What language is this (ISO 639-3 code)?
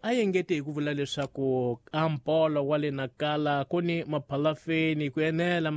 tso